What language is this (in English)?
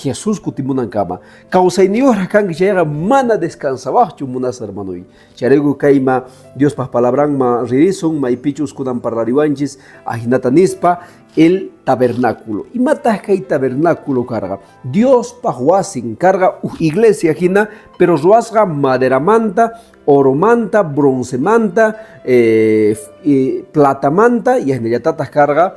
Quechua